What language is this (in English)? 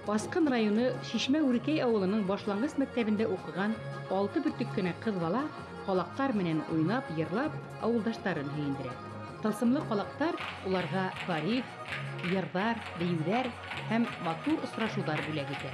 Bashkir